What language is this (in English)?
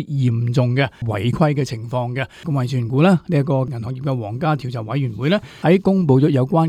Cantonese